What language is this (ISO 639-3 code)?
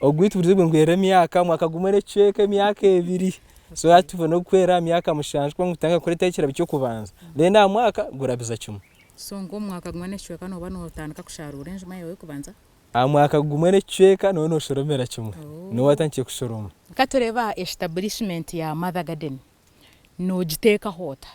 nyn